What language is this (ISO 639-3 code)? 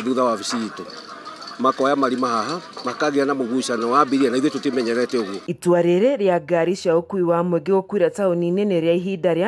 kik